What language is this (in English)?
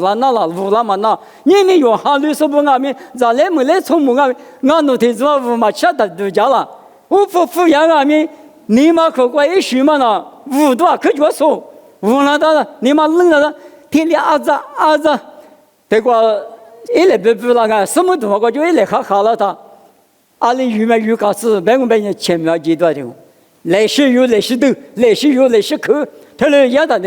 Lisu